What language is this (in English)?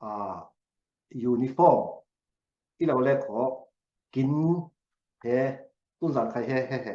Falam Chin